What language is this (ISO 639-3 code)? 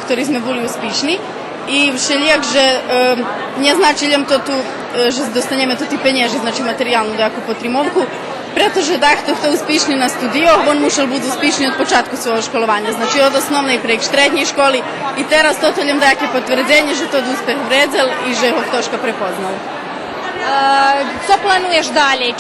rue